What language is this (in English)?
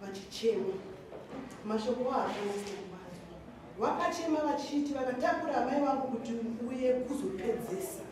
Shona